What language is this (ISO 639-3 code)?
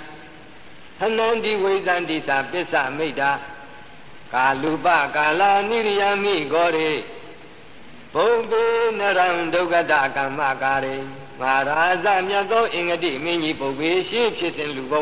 mya